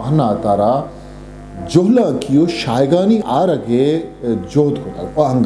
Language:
Eastern Balochi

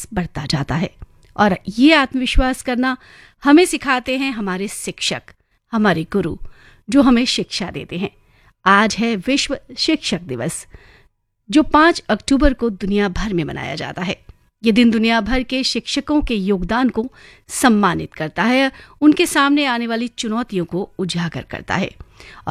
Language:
Hindi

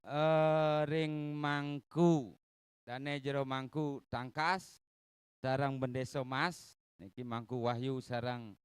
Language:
Balinese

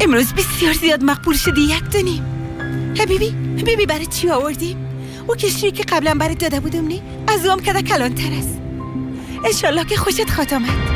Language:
Persian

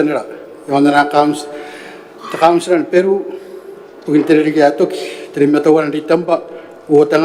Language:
Gilbertese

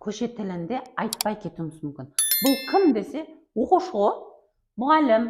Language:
Kara-Kalpak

